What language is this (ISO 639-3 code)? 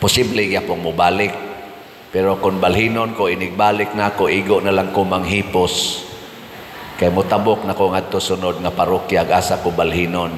ceb